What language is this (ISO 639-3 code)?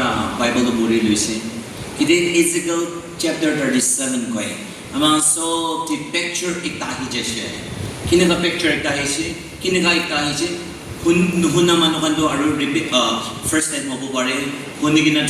nag